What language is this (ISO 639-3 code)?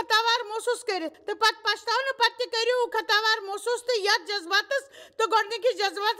kas